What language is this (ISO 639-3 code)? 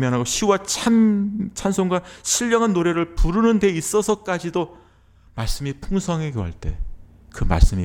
kor